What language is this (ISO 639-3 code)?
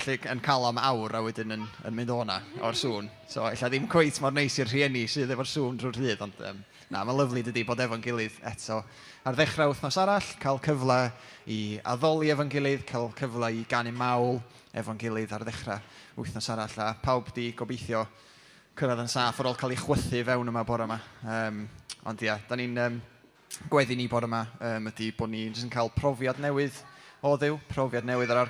cym